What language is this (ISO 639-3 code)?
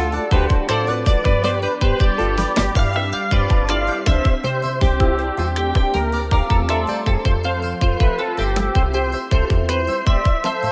kin